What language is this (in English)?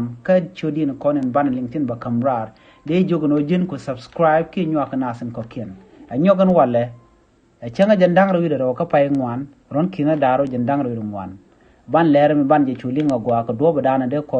Nuer